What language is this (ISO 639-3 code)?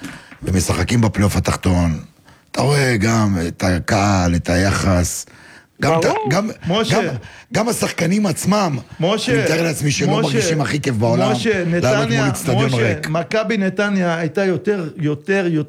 heb